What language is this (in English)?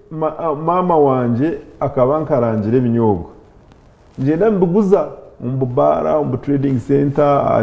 Nyankole